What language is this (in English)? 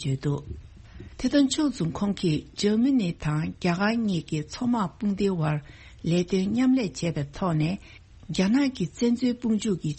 Tibetan